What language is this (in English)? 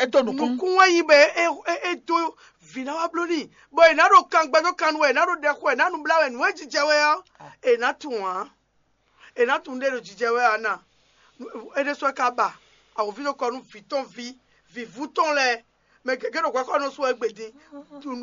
Fon